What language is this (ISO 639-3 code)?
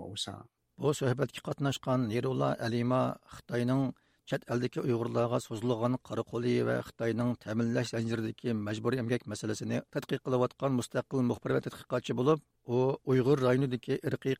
uig